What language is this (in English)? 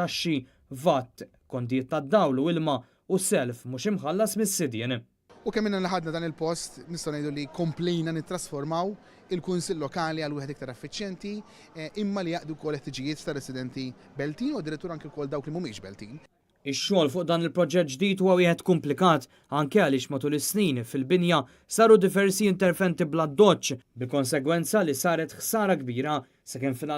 Maltese